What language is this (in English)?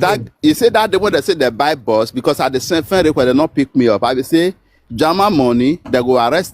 Nigerian Pidgin